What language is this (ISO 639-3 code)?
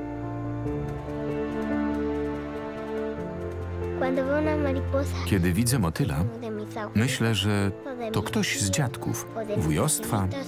pol